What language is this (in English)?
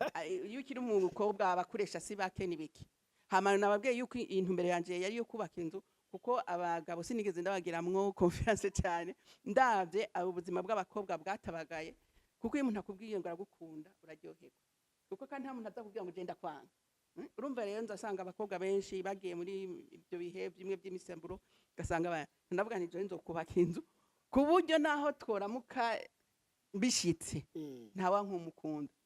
Rundi